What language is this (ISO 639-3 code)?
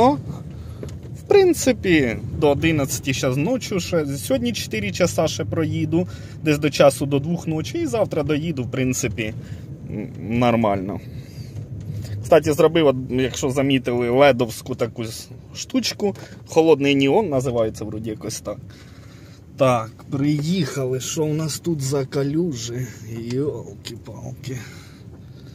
ukr